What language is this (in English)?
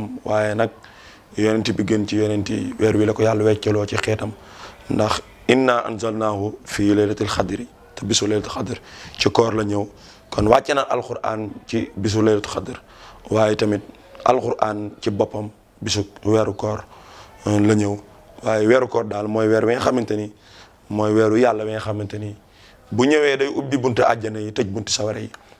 Wolof